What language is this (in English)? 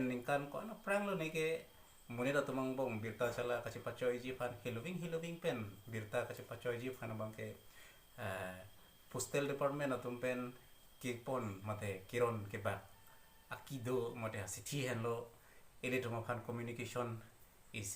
Karbi